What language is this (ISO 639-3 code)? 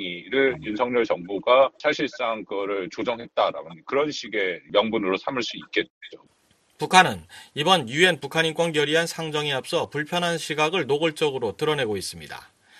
kor